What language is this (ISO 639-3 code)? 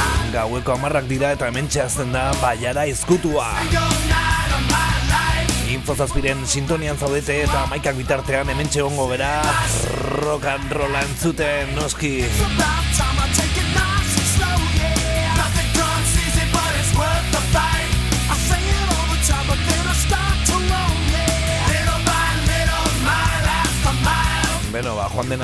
eus